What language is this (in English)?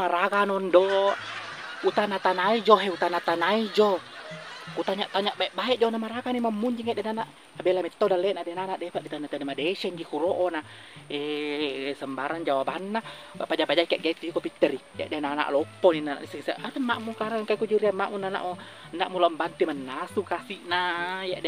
Buginese